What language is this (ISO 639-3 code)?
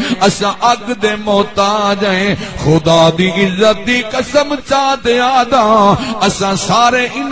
skr